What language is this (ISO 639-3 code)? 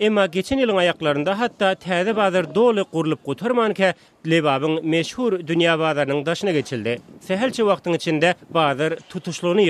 tuk